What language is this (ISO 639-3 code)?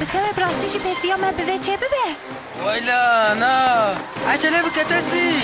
kur